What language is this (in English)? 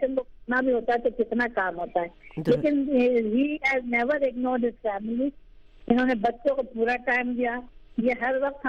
Urdu